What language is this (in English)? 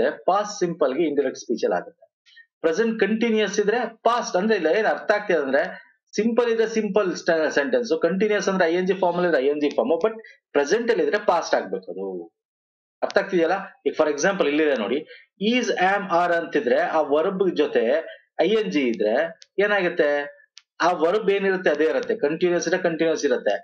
Kannada